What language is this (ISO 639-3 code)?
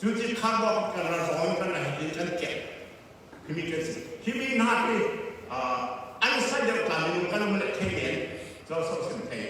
cfm